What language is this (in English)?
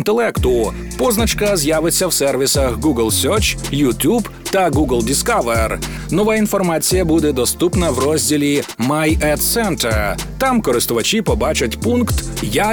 Ukrainian